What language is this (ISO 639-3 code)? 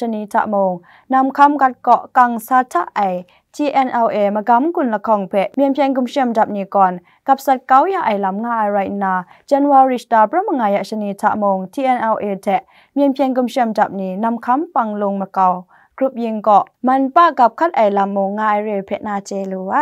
kac